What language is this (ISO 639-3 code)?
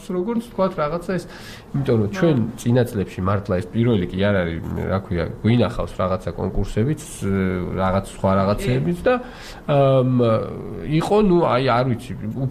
kat